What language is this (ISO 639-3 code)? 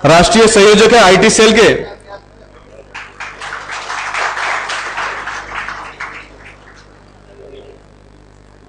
hin